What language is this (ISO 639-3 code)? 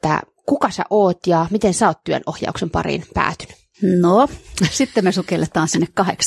fin